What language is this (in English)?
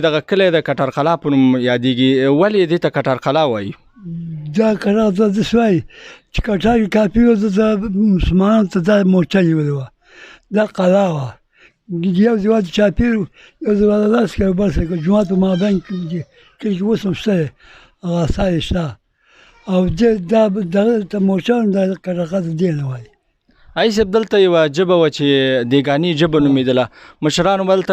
Pashto